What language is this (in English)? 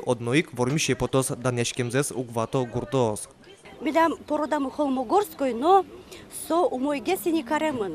Udmurt